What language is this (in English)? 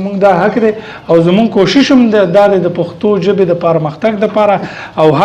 Pashto